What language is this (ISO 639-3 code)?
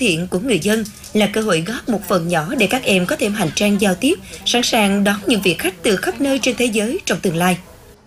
vie